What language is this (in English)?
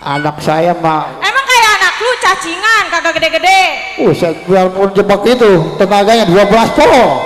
Betawi